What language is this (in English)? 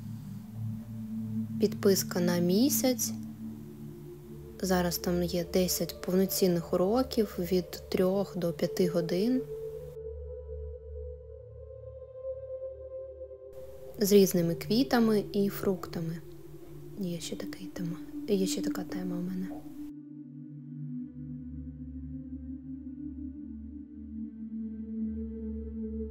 Ukrainian